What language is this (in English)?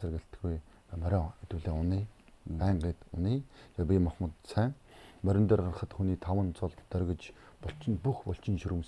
Mongolian